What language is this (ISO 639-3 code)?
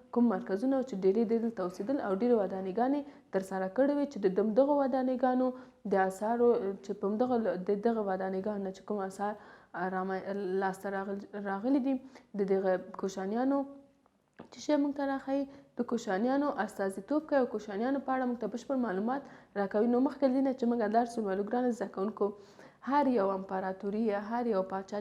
pus